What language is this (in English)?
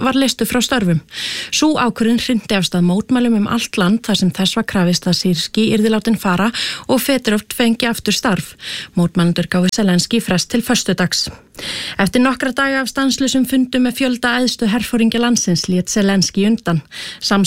Icelandic